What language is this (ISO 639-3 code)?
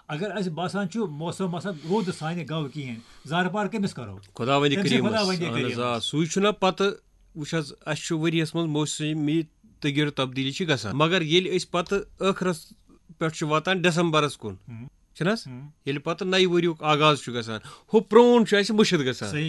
kas